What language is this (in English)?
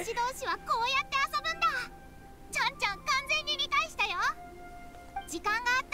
Japanese